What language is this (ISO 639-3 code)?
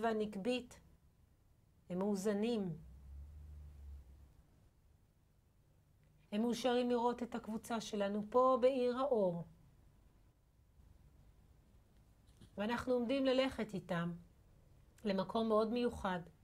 heb